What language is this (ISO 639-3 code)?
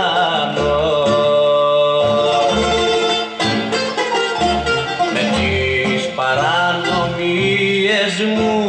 ell